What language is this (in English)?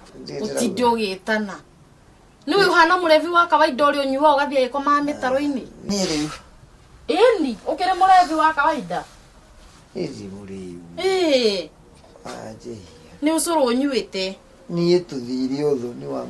Kikuyu